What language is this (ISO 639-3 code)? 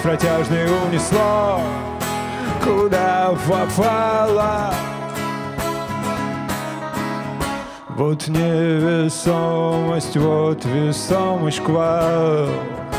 rus